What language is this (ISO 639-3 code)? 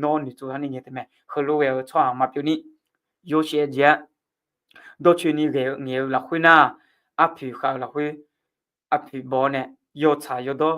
ahk